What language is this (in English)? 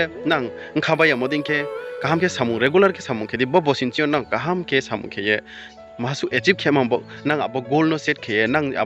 Riang (India)